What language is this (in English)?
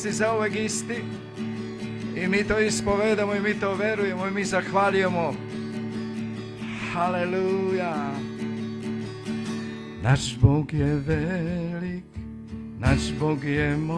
Serbian